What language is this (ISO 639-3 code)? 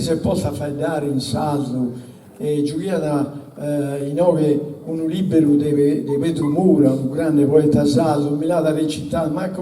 srd